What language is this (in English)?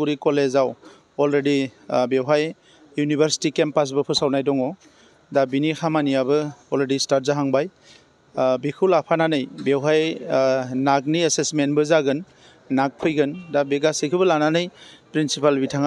Bodo